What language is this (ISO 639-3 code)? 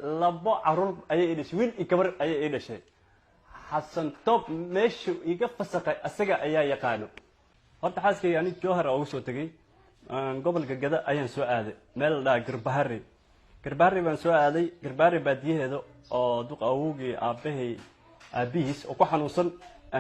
som